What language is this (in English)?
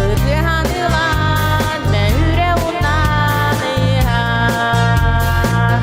Yakut